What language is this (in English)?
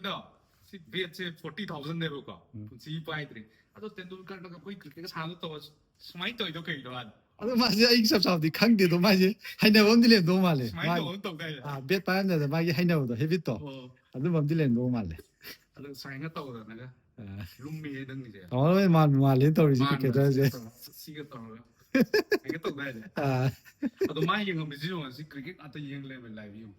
Manipuri